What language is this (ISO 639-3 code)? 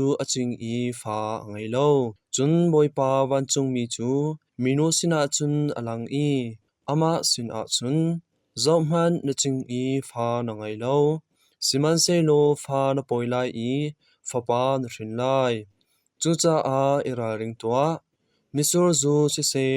cnh